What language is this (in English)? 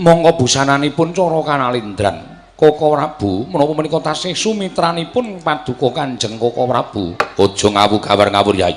Javanese